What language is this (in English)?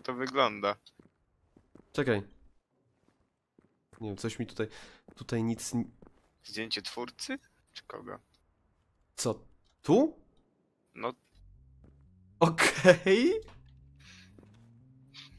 Polish